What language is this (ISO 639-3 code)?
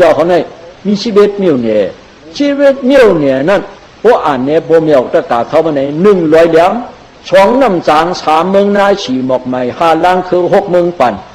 shn